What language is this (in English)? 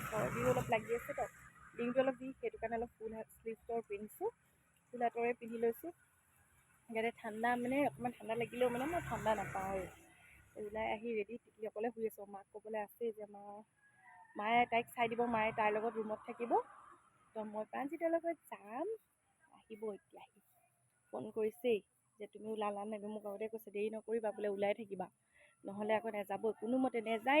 Assamese